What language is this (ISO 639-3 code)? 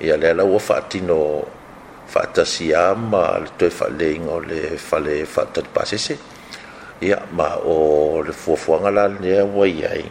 smo